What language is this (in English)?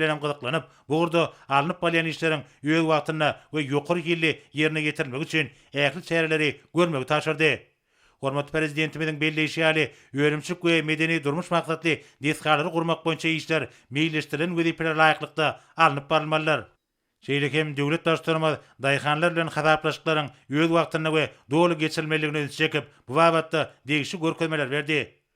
Turkmen